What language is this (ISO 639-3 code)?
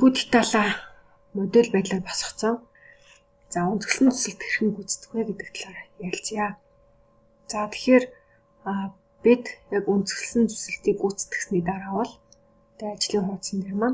mon